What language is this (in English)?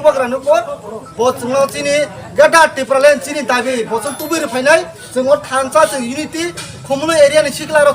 Kok Borok